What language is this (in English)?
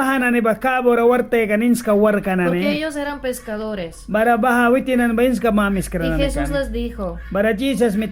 Mískito